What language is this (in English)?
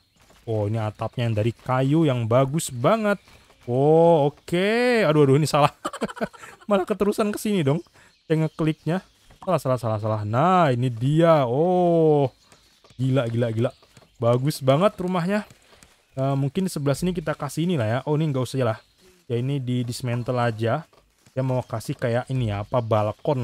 Indonesian